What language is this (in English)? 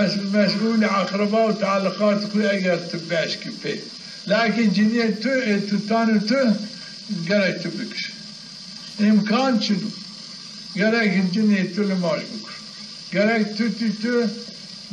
Zaza